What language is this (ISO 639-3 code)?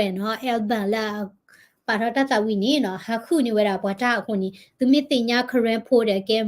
ksw